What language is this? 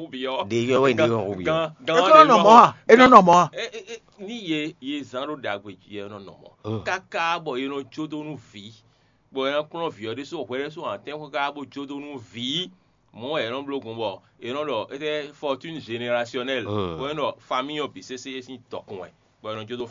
Fon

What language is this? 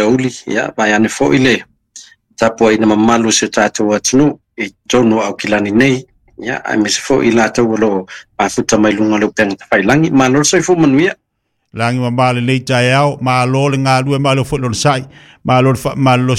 Samoan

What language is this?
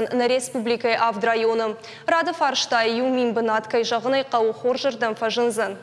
Ossetic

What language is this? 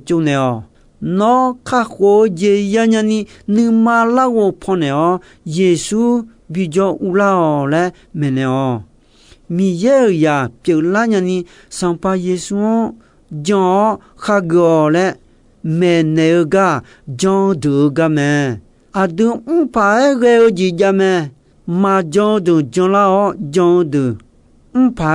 Akha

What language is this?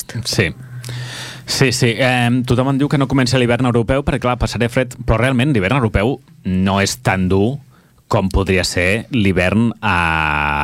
Catalan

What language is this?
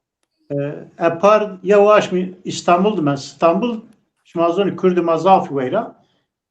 Zaza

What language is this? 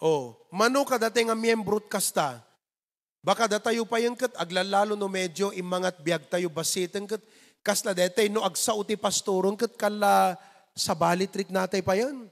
Iloko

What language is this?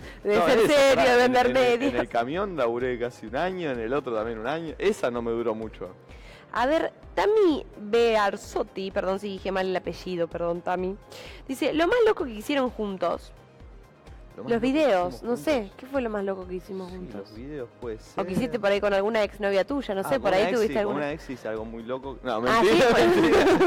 Spanish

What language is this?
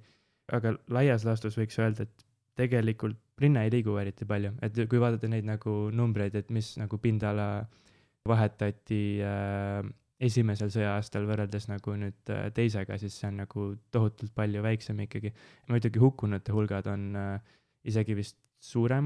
Estonian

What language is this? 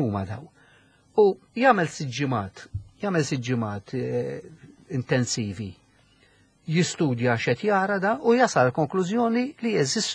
Maltese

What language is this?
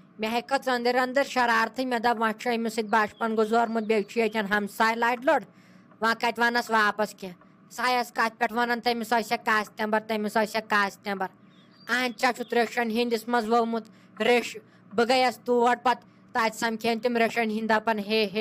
Kashmiri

